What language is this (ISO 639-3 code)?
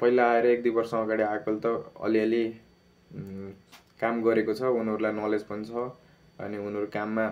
nep